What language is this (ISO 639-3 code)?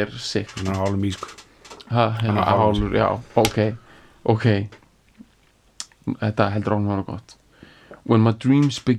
isl